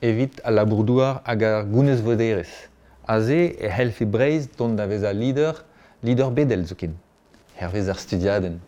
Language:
Breton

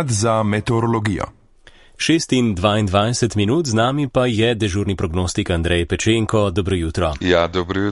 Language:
Slovenian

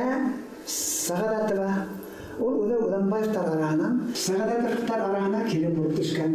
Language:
Bashkir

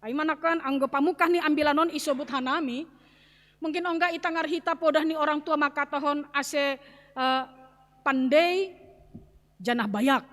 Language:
Batak Simalungun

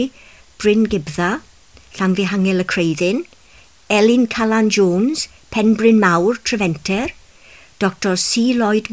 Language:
Welsh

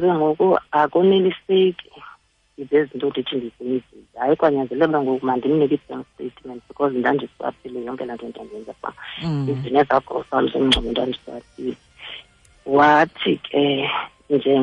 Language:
Xhosa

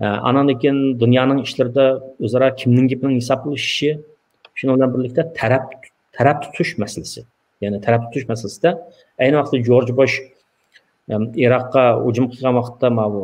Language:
Uyghur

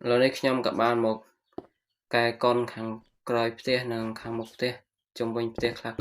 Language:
Khmer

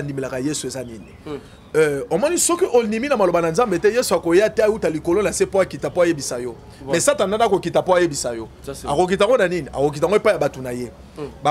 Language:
Lingala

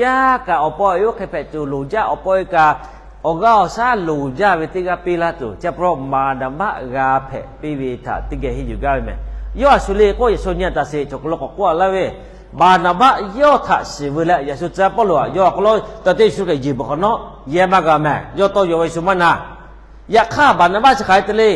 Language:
Lahu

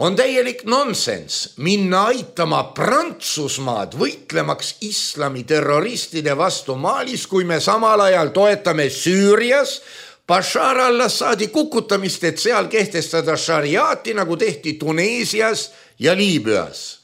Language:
Estonian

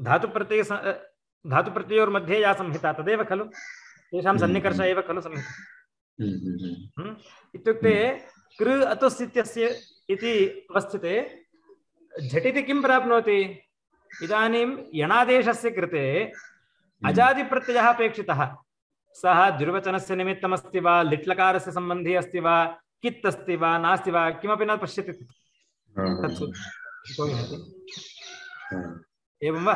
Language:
Sanskrit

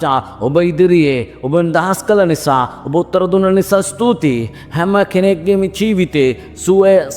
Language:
Sinhala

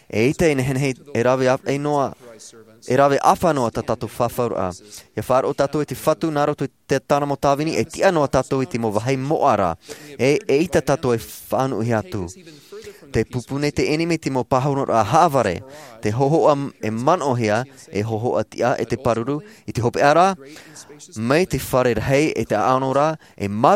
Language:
Tahitian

